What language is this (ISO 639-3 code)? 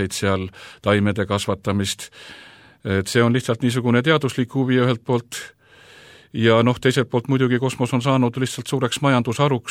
est